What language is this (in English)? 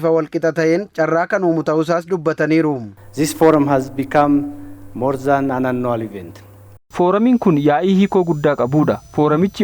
Oromo